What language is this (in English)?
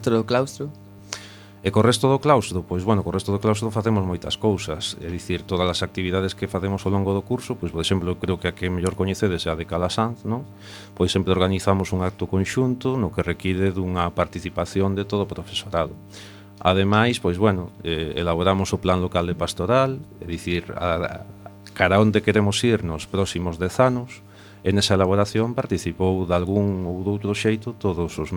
Galician